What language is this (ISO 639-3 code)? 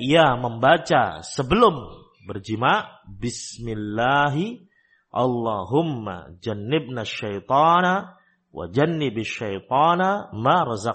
ind